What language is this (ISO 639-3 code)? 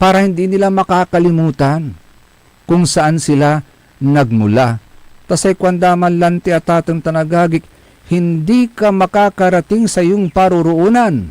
pag